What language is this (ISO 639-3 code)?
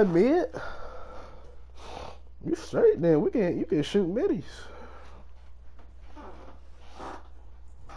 eng